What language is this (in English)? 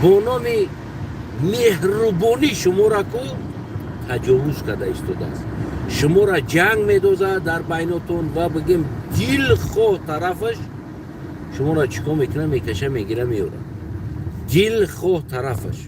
Tajik